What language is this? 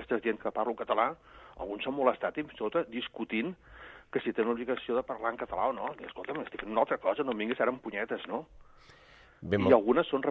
Catalan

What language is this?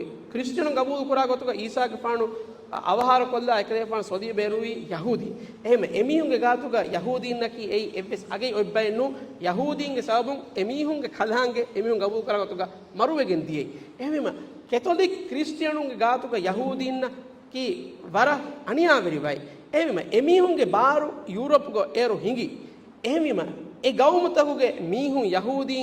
Divehi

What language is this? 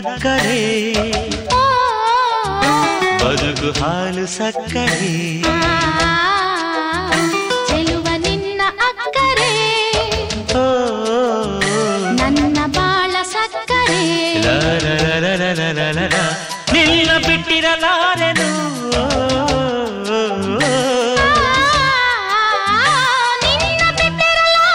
Kannada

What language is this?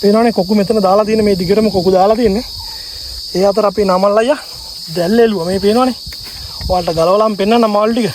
Sinhala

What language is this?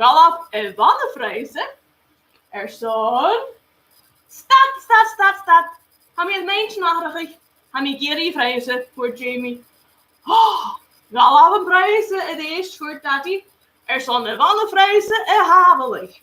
Scottish Gaelic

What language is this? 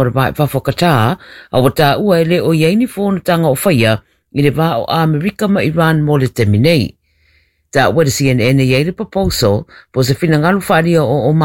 Samoan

